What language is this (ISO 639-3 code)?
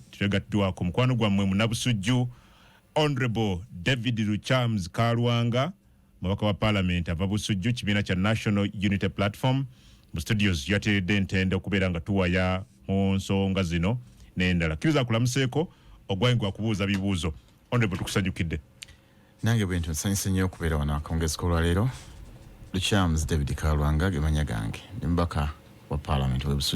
lug